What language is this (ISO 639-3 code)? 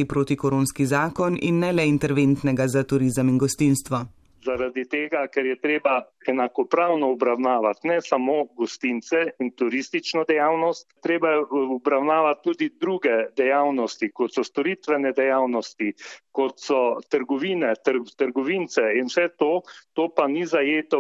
slv